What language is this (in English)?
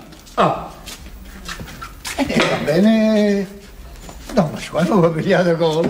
Italian